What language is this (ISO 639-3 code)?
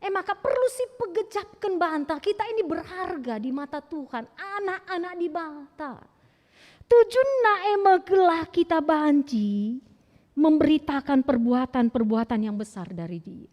btx